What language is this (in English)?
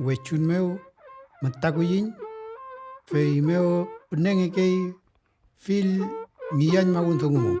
Mapuche